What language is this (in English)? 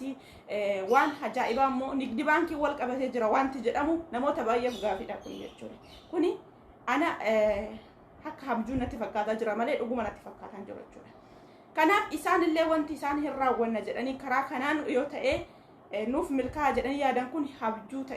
Oromo